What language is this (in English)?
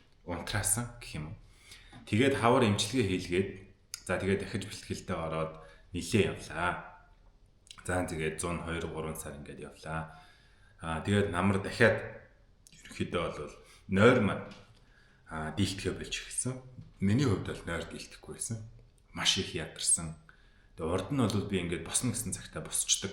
Mongolian